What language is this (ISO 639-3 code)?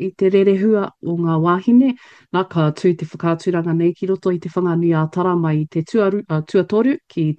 mri